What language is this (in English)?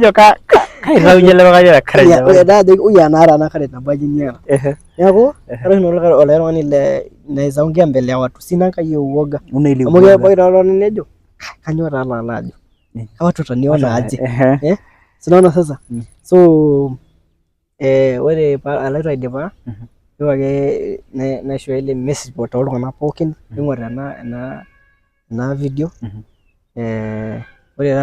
Masai